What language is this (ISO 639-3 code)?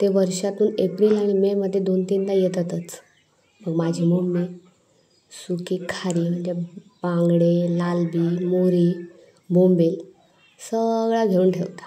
kok